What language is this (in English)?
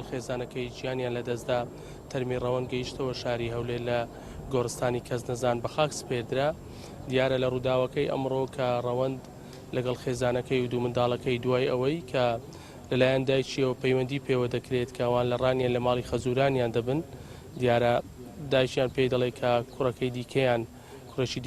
Central Kurdish